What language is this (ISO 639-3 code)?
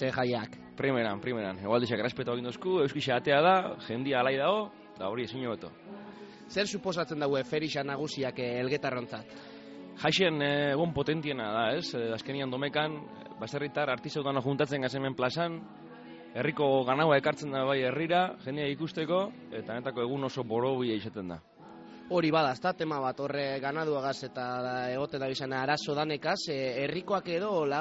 eus